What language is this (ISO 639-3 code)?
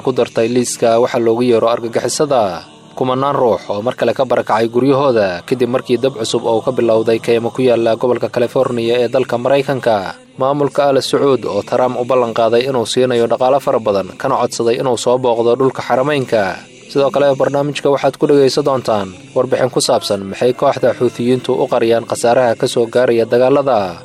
som